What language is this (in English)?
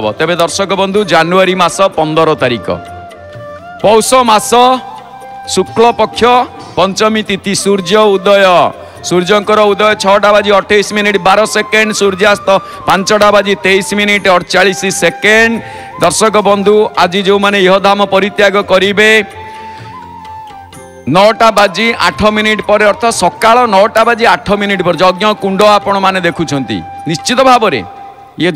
Odia